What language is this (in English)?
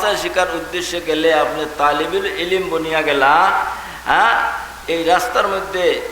Sylheti